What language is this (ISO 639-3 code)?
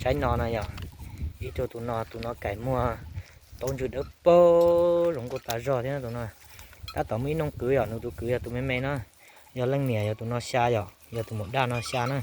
hmn